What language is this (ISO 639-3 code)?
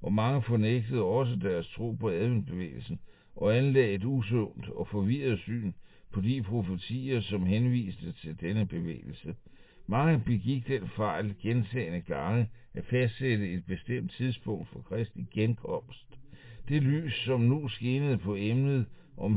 dan